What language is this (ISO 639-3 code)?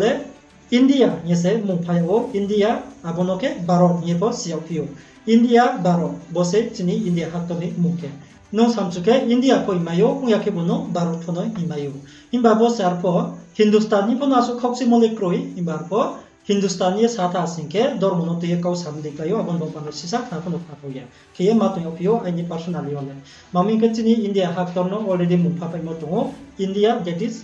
ria